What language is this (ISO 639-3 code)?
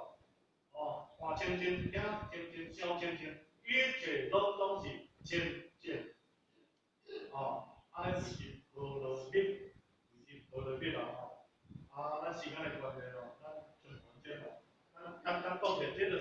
nan